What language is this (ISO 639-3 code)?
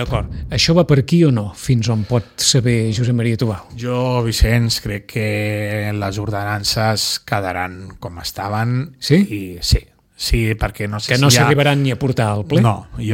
cat